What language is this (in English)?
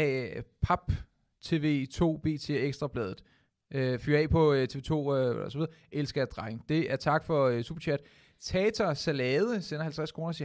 Danish